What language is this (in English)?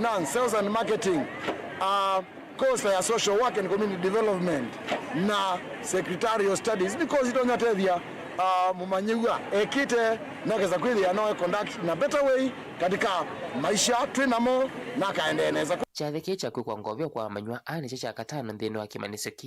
Kamba